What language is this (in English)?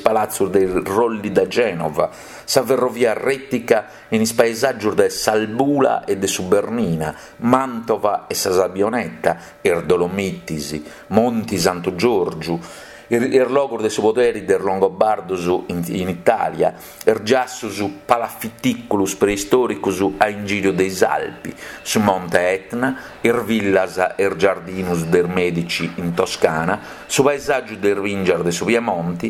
Sardinian